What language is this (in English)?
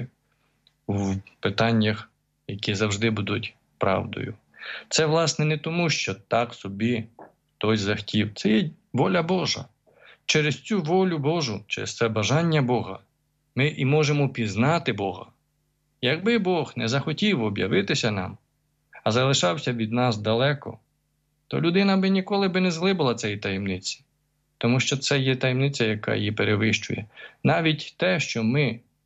Ukrainian